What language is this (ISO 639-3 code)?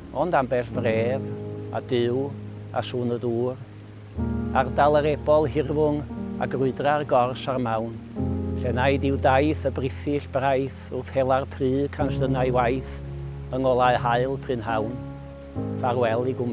cym